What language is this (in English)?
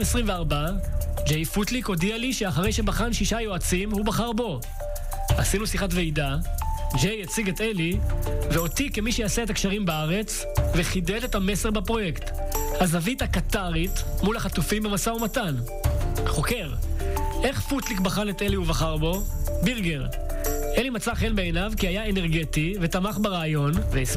Hebrew